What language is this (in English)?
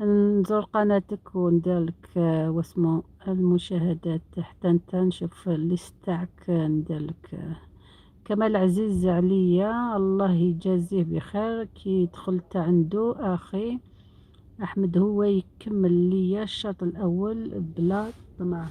Algerian Arabic